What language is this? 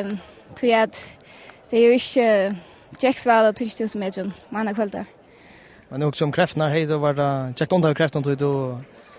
Faroese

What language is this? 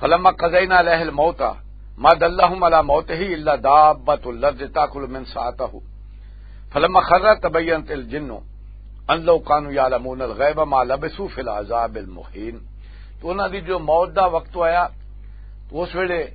Western Panjabi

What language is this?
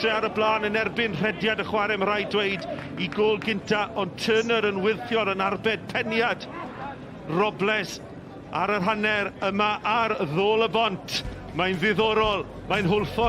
Welsh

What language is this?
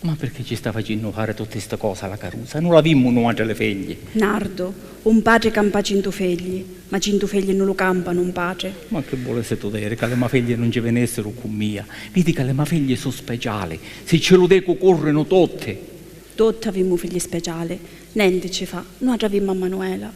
Sicilian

